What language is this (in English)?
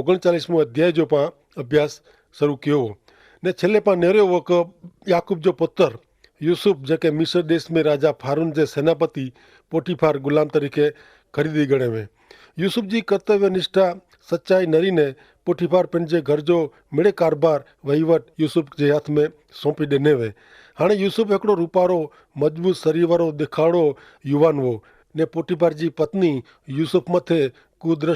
Kachhi